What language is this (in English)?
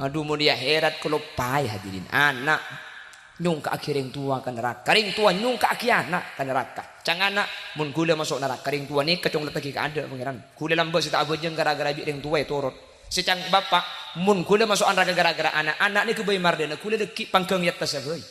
Madurese